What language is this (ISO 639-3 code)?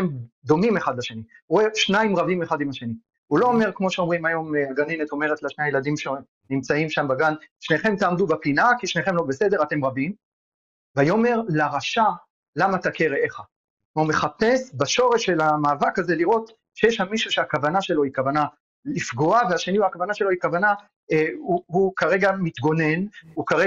heb